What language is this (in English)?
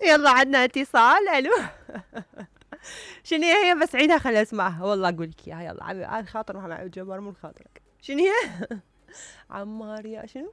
Mesopotamian Arabic